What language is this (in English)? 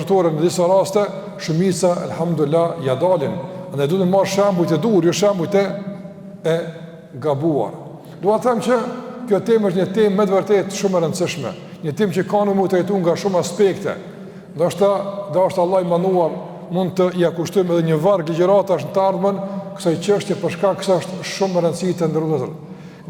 Albanian